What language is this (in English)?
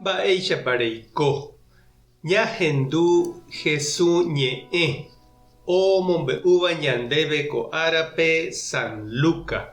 Guarani